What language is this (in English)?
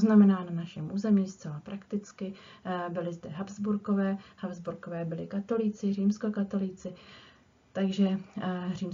Czech